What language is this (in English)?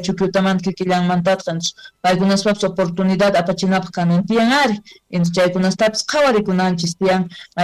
South Bolivian Quechua